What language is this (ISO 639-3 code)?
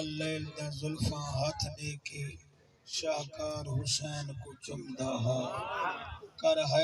skr